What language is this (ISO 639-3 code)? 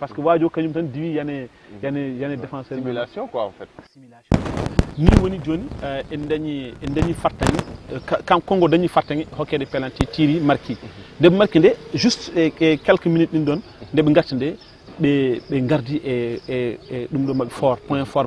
ful